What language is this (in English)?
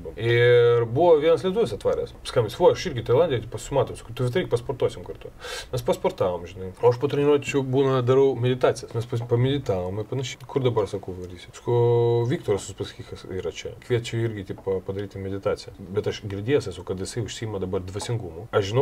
Lithuanian